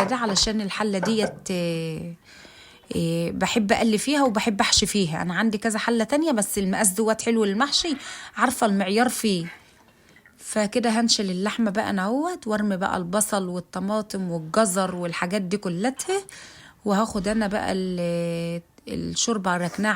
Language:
Egyptian Arabic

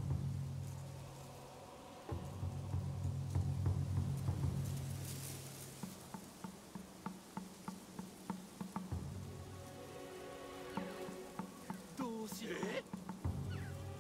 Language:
Japanese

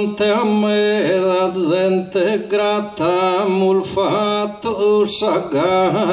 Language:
Sardinian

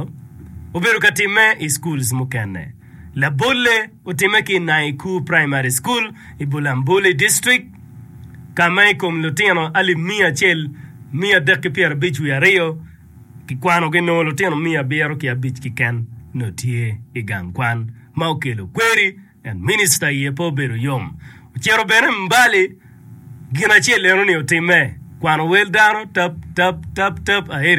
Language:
Acoli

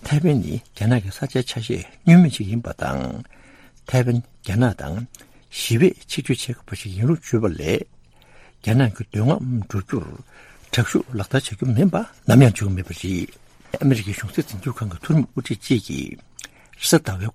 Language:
Tibetan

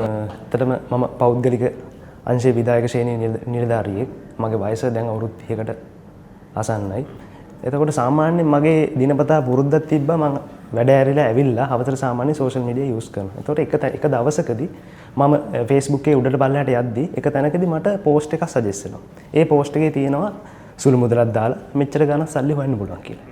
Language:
Sinhala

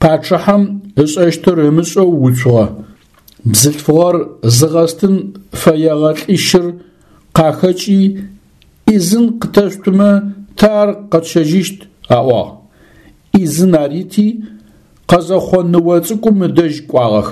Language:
Adyghe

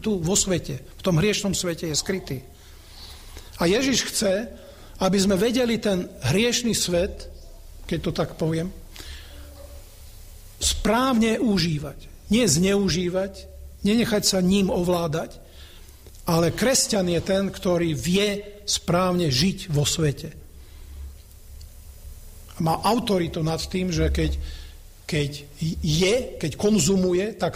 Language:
Slovak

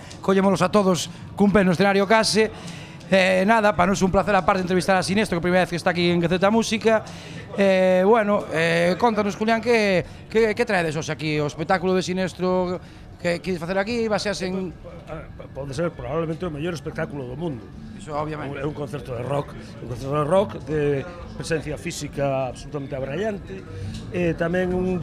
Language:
Galician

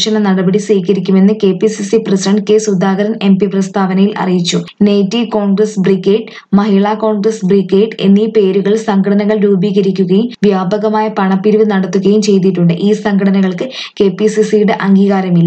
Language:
Malayalam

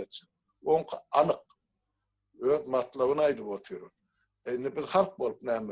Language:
Turkmen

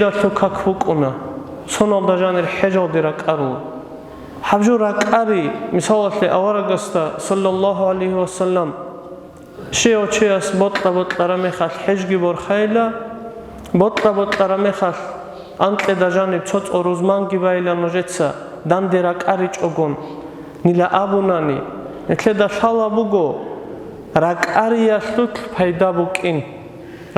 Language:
Avaric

